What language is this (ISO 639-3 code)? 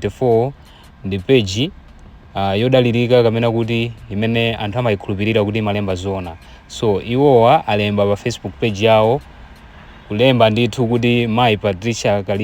nya